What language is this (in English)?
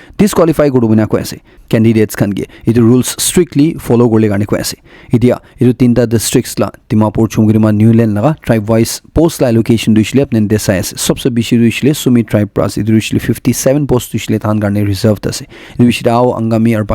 Naga Pidgin